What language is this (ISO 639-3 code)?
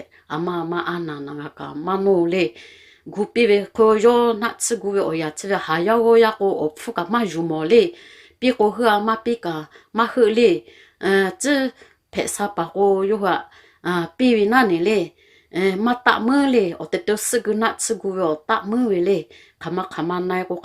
lhu